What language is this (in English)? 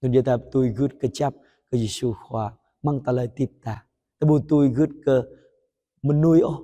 Jarai